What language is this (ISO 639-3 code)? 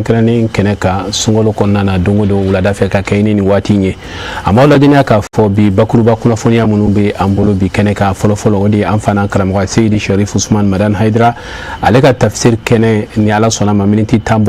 bam